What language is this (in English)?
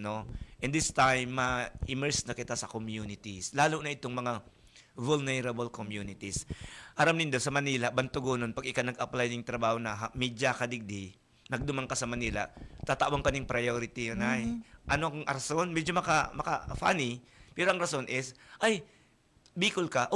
Bikol